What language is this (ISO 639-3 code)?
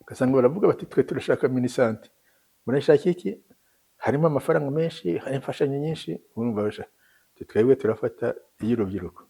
kin